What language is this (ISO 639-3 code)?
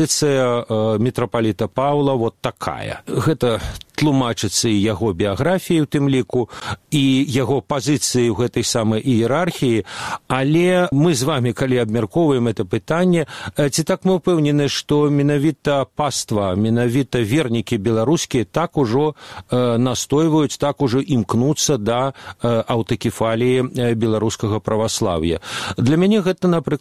bel